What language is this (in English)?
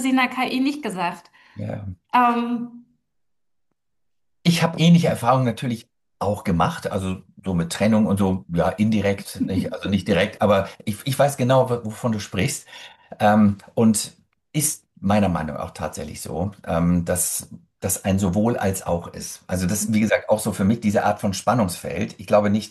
German